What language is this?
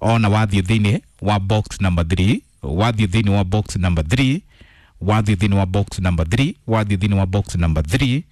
Kikuyu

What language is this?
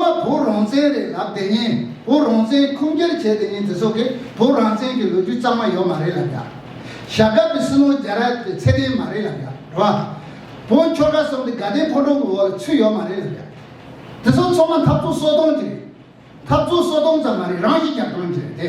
Tibetan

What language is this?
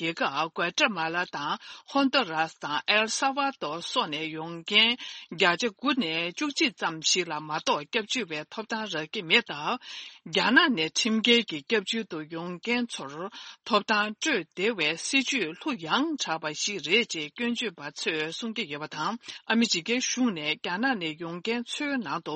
Tibetan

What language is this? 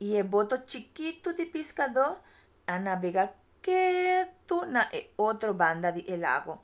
Papiamento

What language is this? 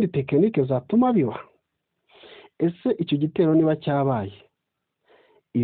Kinyarwanda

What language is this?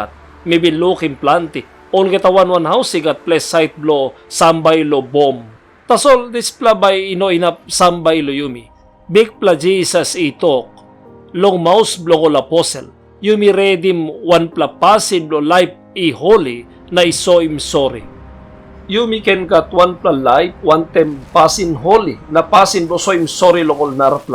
Tok Pisin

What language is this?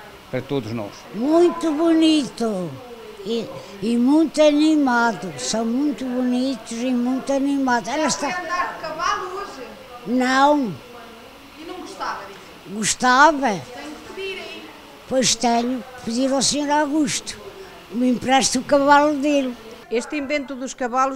Portuguese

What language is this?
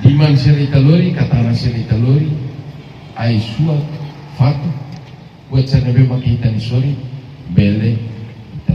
Tetum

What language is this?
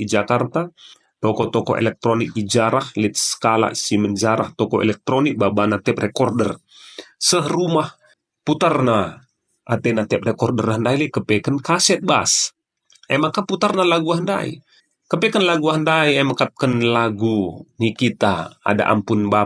Batak Karo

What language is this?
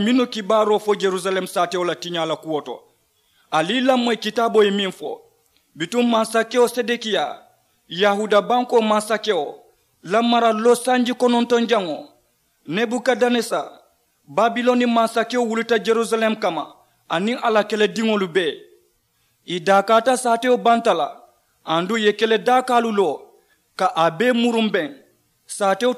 Mandingo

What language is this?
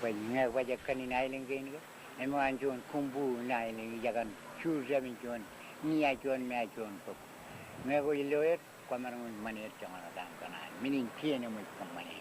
Marshallese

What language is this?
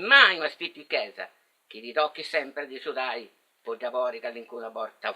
Sardinian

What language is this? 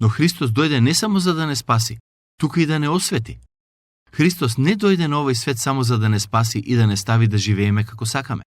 Macedonian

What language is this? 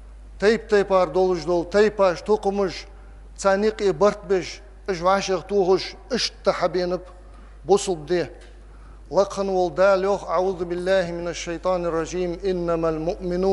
Ingush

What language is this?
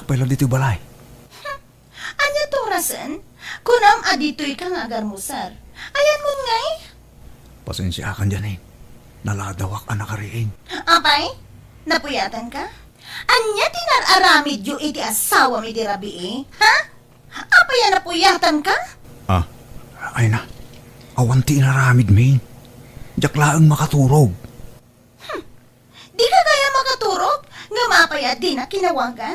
Iloko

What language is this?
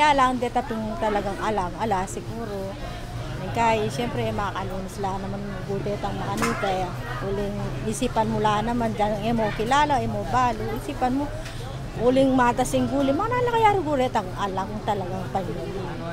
Pampanga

